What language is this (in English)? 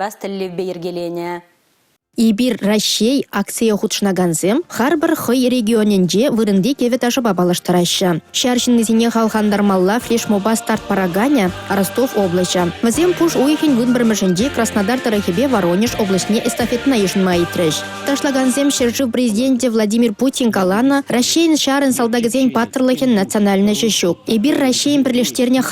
Chuvash